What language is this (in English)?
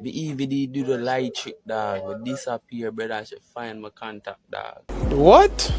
Jamaican Creole English